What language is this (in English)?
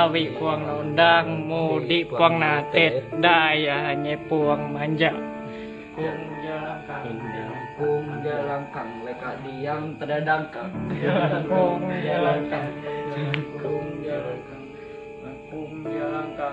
Ma'anyan